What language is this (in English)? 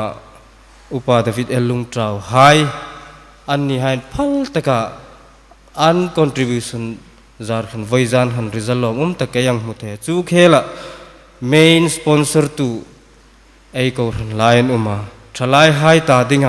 Hmar